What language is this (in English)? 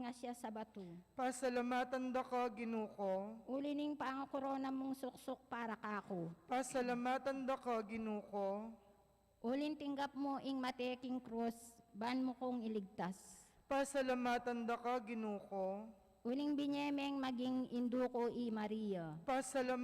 Pampanga